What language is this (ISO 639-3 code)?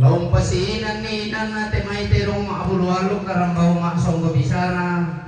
sda